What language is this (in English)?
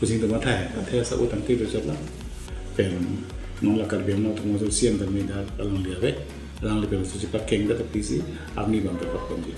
Karbi